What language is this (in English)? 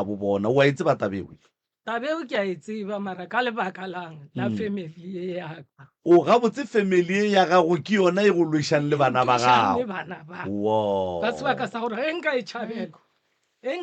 Northern Sotho